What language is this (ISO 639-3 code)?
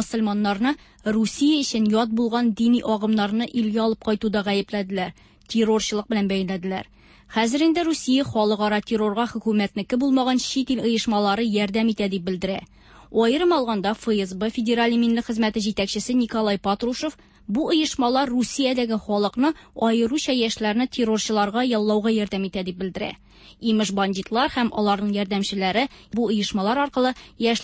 tat